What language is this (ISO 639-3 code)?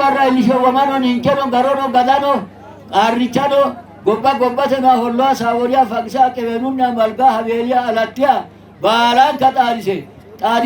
sid